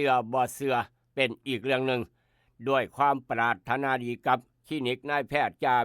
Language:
Northeastern Thai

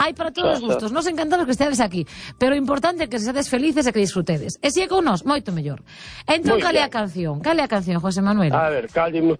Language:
Galician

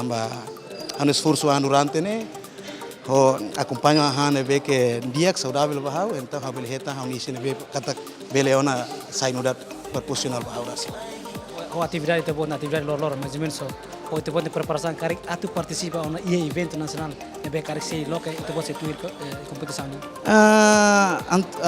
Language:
Tetum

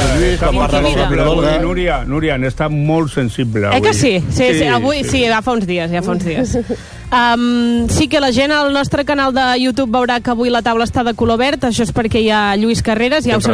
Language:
Catalan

